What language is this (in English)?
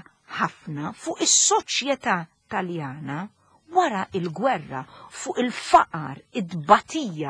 Maltese